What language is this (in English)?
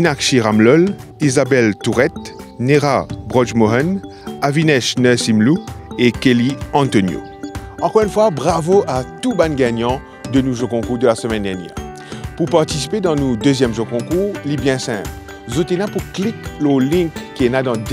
Morisyen